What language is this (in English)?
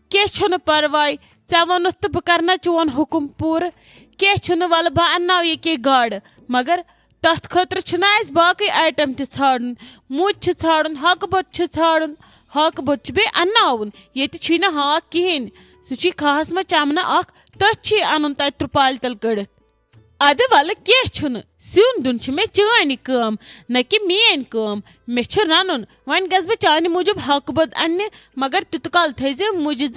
Kashmiri